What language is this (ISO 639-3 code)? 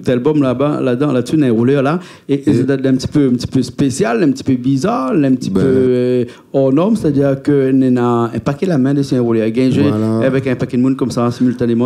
rcf